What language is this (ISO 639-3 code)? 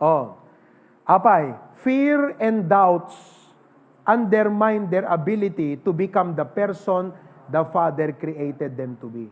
ilo